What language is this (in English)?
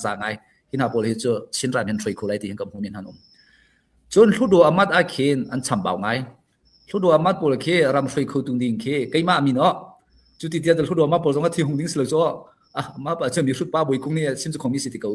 Hakha Chin